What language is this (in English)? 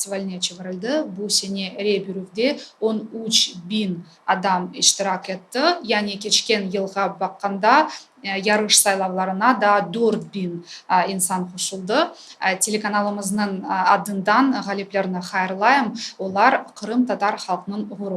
Crimean Tatar